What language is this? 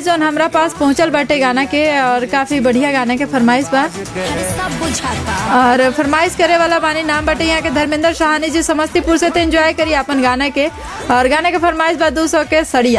Bhojpuri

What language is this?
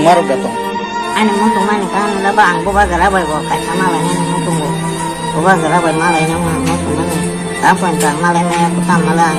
Kok Borok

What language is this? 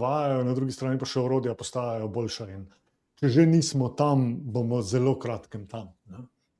Slovenian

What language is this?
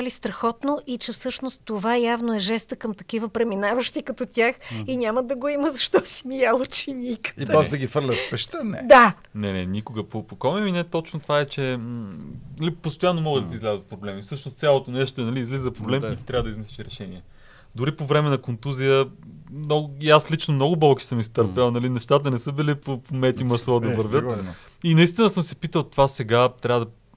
Bulgarian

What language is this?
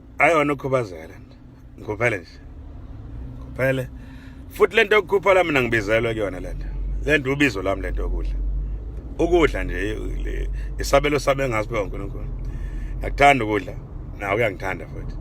Zulu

